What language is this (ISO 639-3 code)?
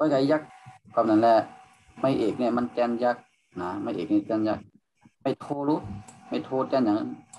shn